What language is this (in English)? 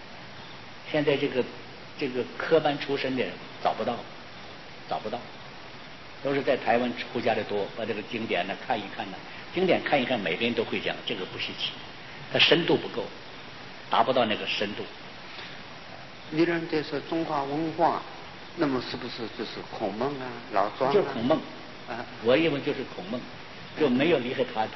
Chinese